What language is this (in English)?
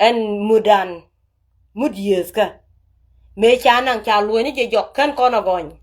Nuer